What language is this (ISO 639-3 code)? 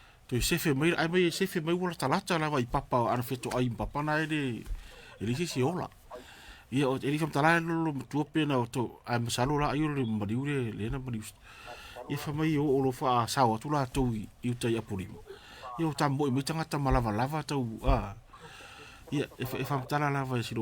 smo